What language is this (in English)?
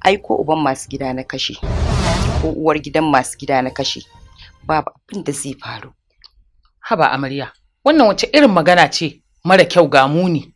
Hausa